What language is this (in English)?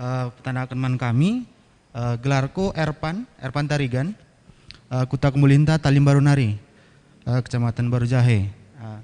Batak Karo